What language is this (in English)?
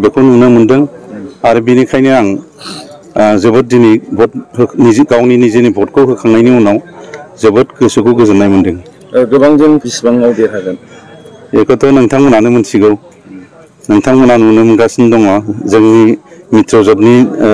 Bodo